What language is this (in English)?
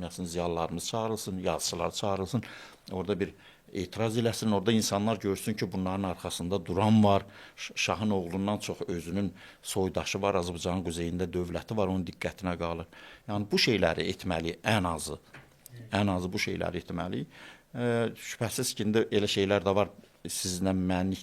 Azerbaijani